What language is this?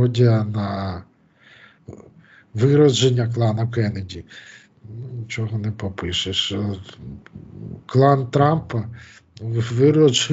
Ukrainian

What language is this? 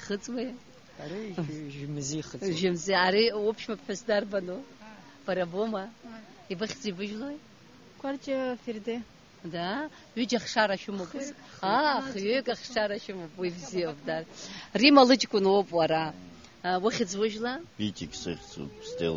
Abkhazian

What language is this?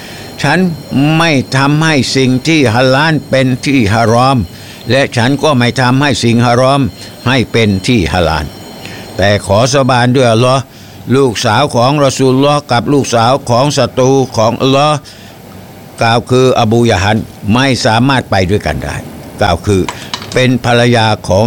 Thai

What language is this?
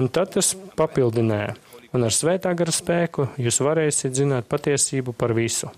Latvian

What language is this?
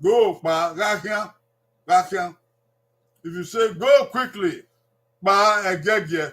Bini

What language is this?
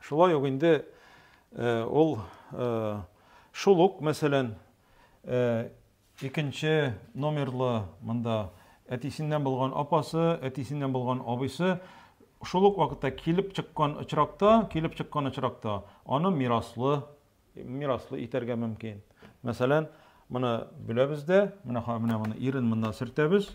Tatar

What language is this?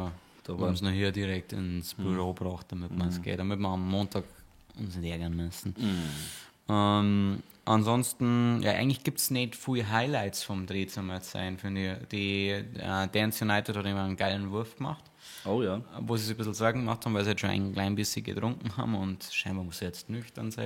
Bavarian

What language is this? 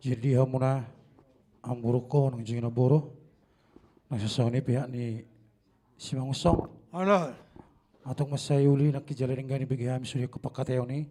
Batak Toba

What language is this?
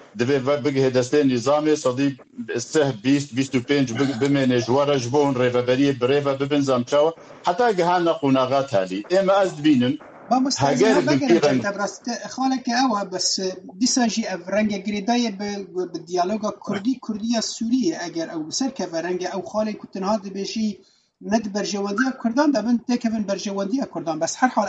Kurdish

